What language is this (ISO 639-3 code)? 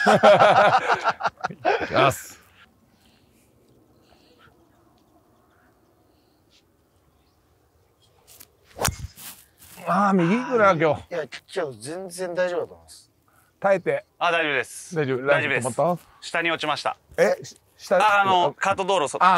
jpn